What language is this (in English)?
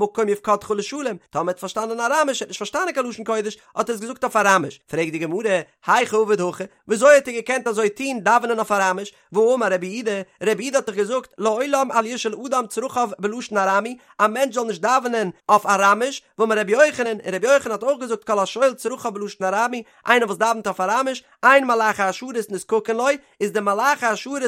Yiddish